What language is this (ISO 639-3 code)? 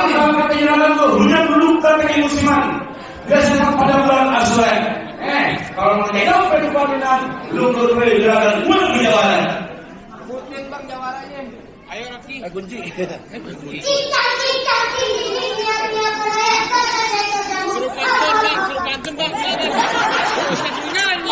bew